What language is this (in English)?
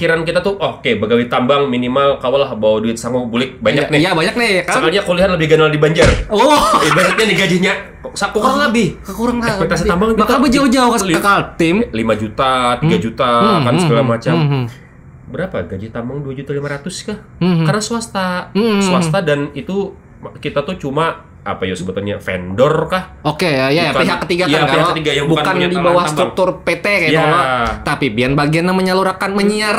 Banjar